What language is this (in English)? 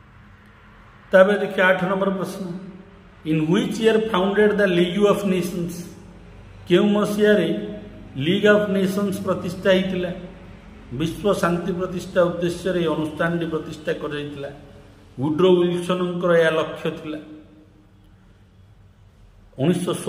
Odia